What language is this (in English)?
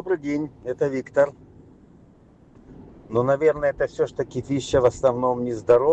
Russian